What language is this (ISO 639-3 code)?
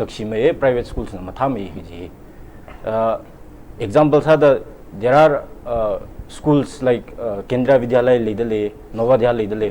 nmf